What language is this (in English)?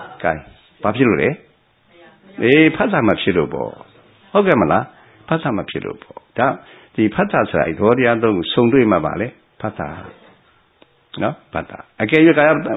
Burmese